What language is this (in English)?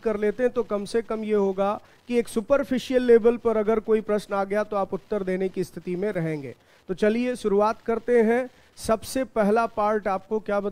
Hindi